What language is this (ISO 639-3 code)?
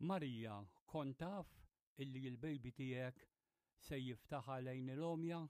mlt